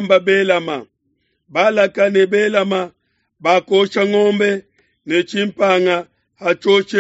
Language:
Luba-Lulua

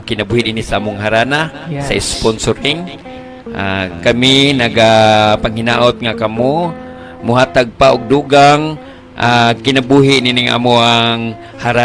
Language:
Cebuano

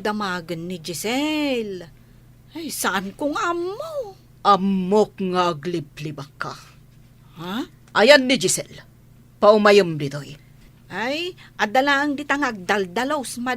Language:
Iloko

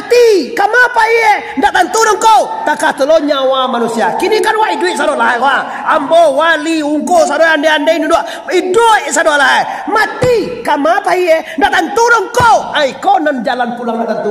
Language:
Minangkabau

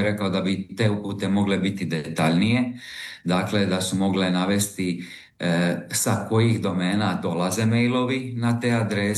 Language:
Croatian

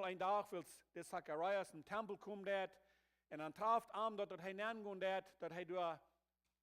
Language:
Plautdietsch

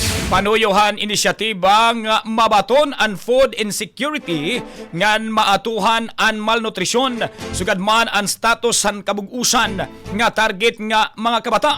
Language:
Waray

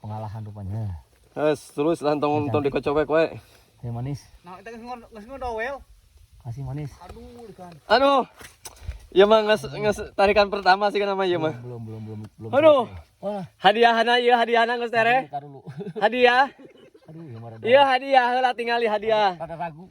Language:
Sundanese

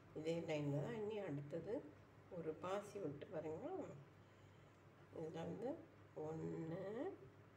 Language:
Tamil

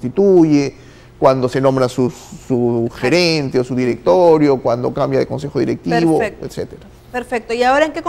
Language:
Spanish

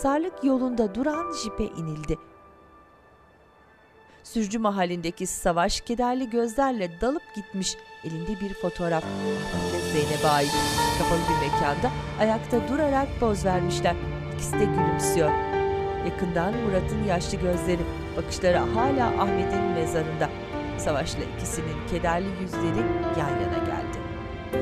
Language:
Turkish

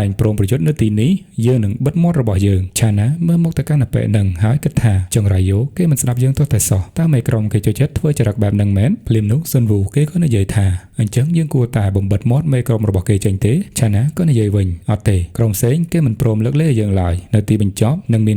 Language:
Khmer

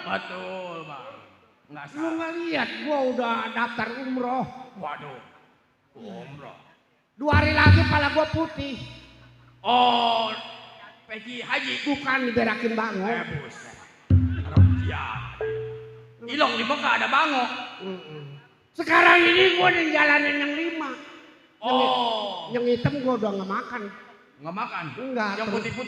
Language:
Betawi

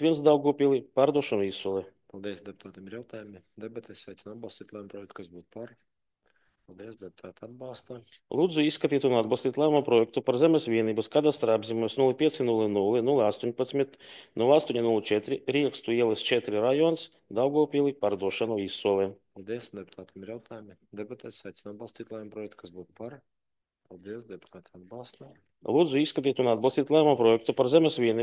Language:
Latvian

